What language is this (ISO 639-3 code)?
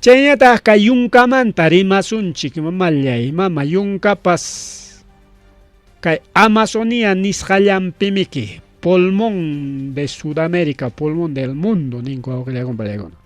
quy